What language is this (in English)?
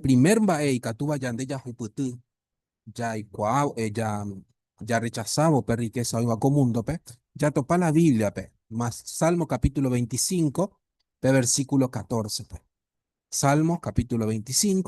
Guarani